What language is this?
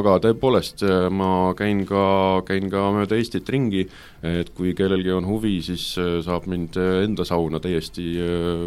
Estonian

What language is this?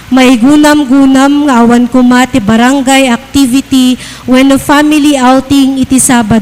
Iloko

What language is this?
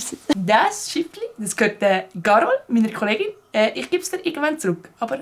Swiss German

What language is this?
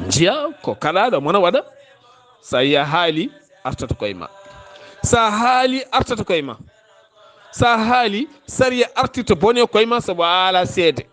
Fula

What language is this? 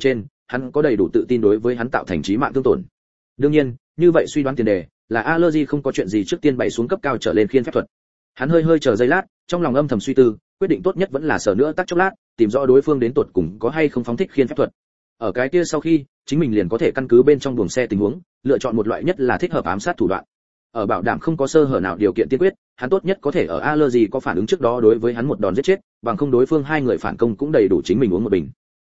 Vietnamese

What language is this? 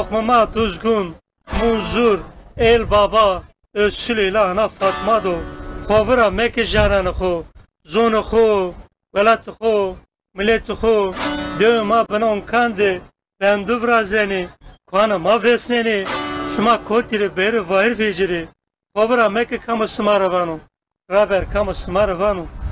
Zaza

